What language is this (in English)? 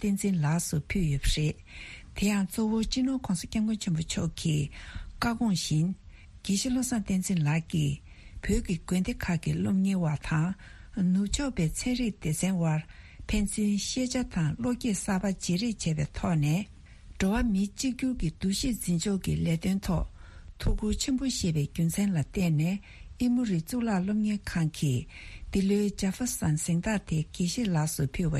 Tibetan